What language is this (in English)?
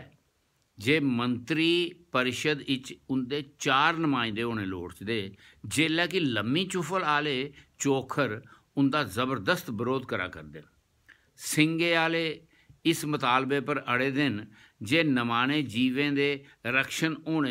Dogri